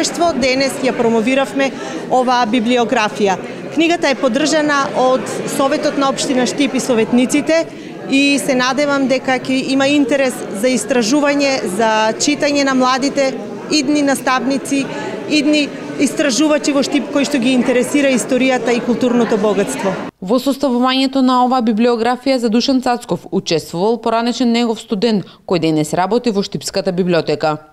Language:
Macedonian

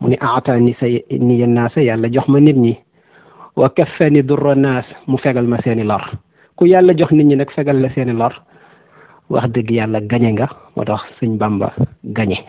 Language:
Wolof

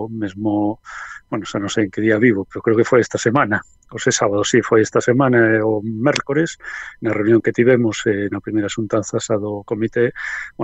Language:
Galician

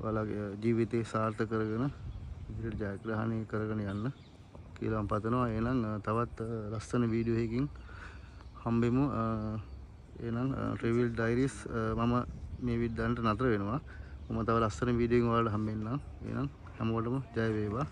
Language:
Sinhala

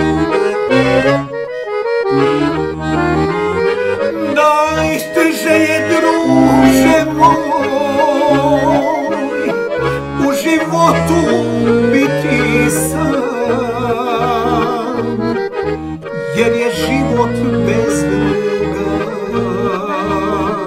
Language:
Serbian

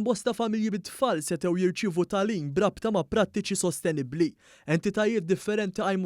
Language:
Maltese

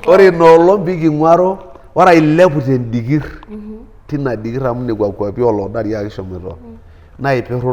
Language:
Masai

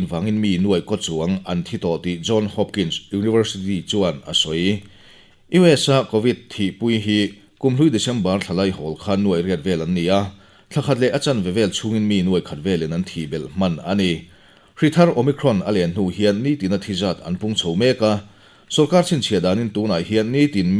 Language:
Mizo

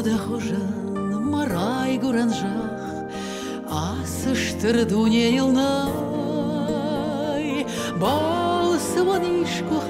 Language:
Ossetic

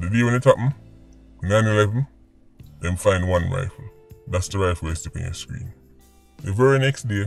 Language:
Jamaican Creole English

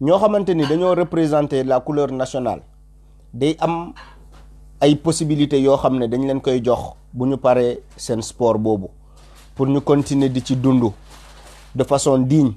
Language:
Wolof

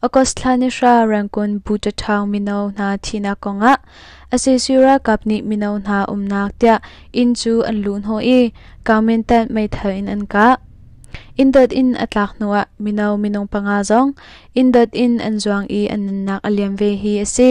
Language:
Hakha Chin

